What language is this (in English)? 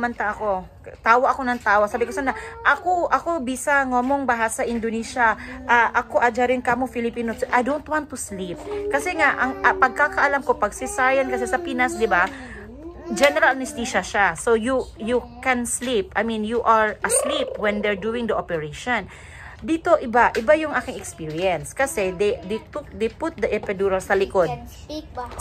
Filipino